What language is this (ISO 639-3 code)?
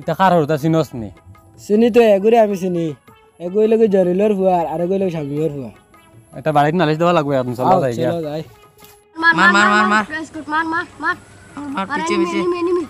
syl